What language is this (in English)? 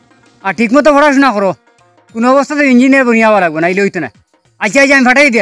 Sylheti